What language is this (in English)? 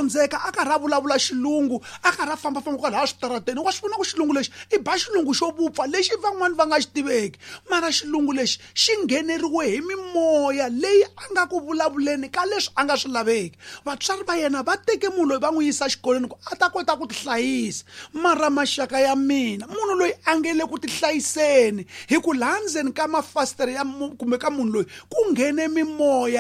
Tsonga